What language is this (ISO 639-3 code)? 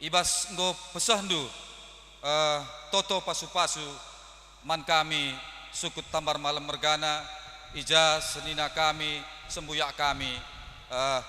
btx